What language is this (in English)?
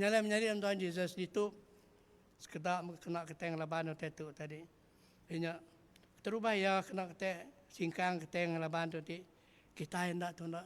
Iban